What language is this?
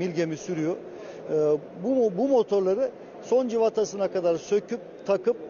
Turkish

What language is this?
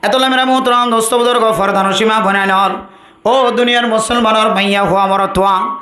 Rohingya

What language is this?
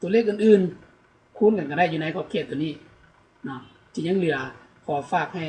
Lao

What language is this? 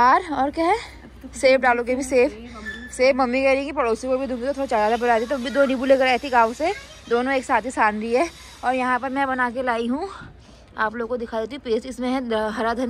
Hindi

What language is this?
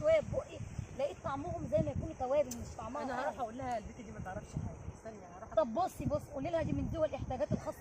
Egyptian Arabic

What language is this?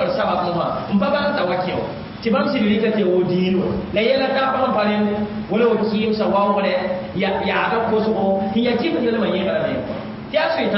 Mossi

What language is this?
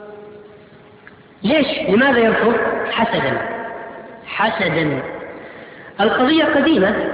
Arabic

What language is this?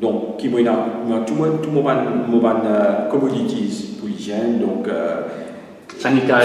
Morisyen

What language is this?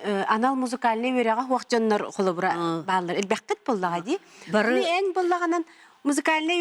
Yakut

